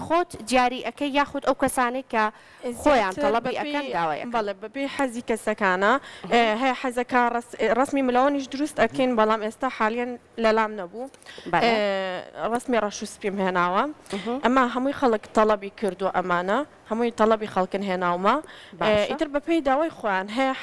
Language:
Central Kurdish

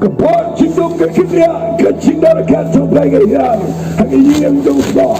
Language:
Khasi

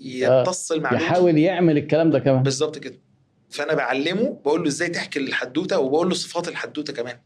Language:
Egyptian Arabic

